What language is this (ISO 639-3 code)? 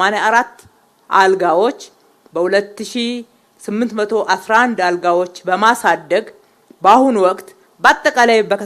amh